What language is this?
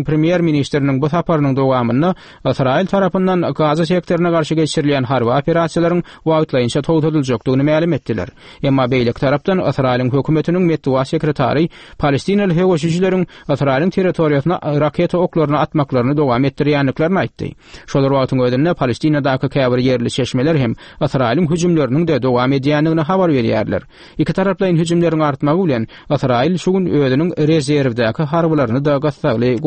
Turkmen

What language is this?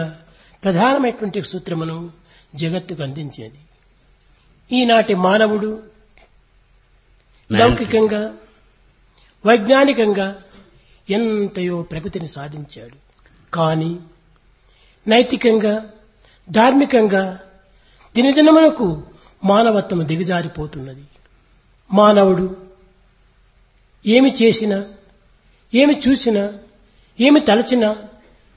Telugu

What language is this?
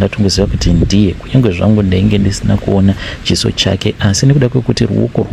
Shona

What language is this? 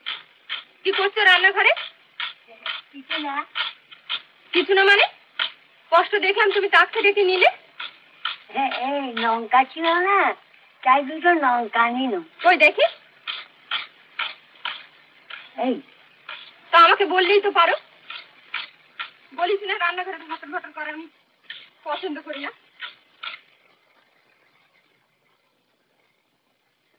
Bangla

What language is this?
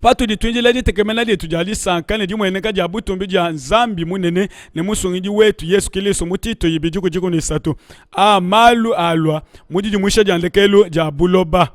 Luba-Lulua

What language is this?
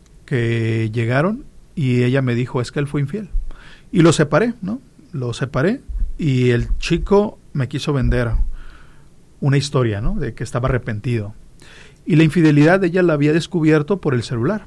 Spanish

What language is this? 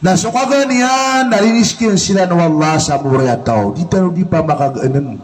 Maranao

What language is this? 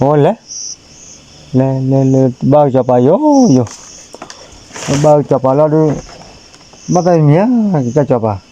S'gaw Karen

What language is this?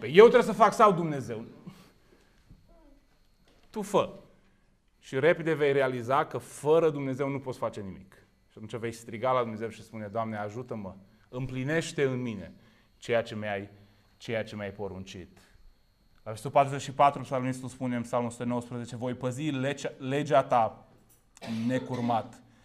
Romanian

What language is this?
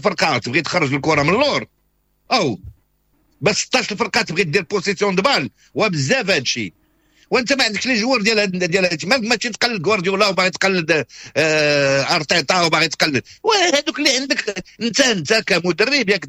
Moroccan Arabic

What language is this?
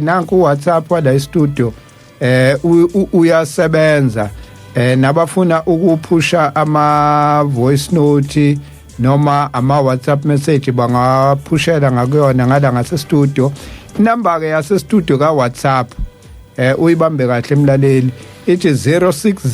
Zulu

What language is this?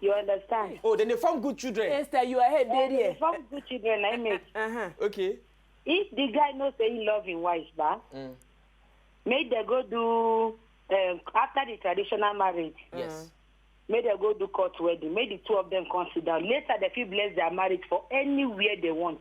Nigerian Pidgin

